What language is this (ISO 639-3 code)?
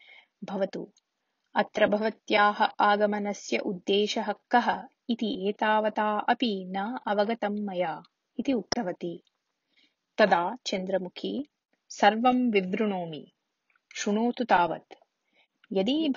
san